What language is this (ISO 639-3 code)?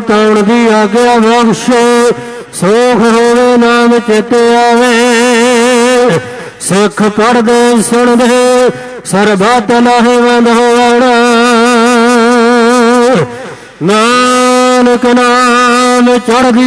pan